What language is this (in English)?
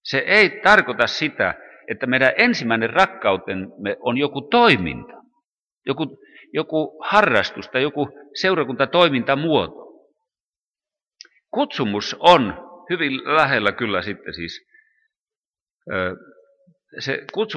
Finnish